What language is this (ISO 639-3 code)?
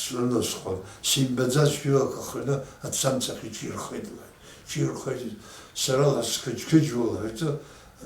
abk